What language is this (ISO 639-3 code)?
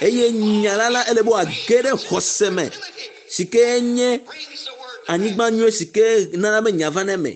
ewe